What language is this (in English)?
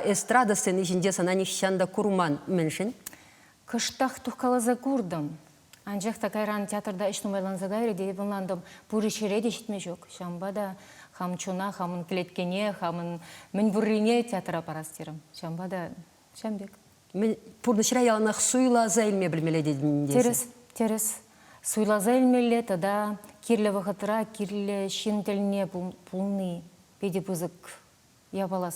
Chuvash